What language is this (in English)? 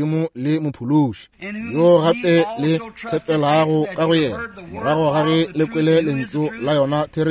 Northern Sotho